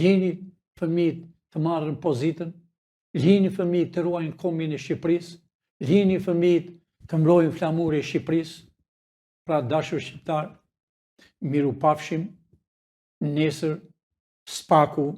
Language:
Albanian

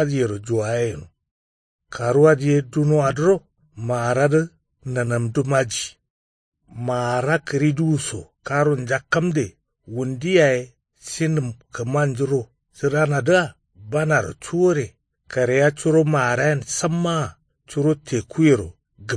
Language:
Kanuri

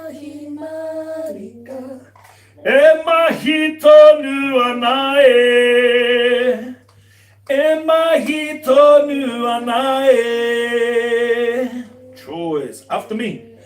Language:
Māori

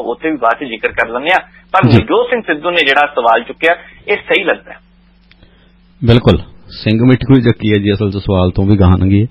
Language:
Punjabi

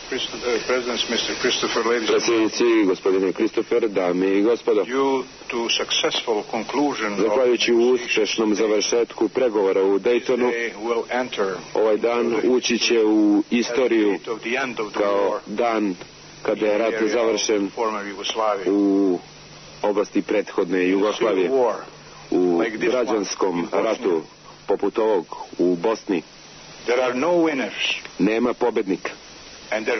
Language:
Serbian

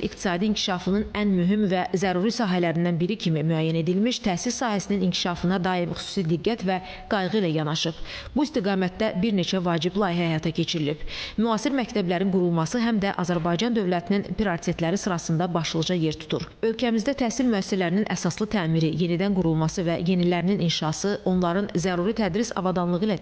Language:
Azerbaijani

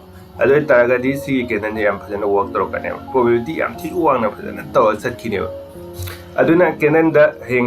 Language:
Manipuri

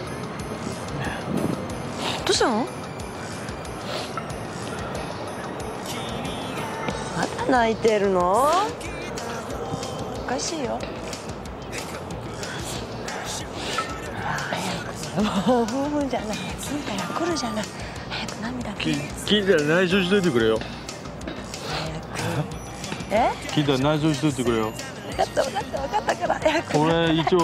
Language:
Japanese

